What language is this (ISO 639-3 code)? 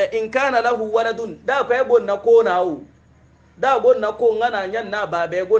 hau